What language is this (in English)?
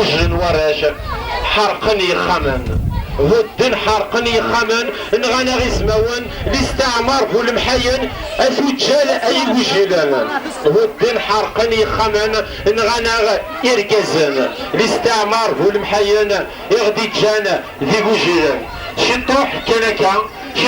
Kabyle